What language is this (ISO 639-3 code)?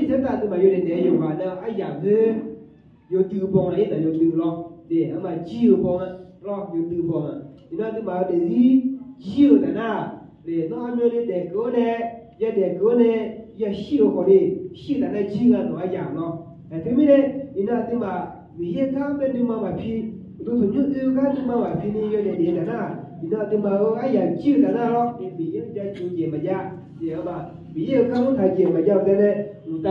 ahk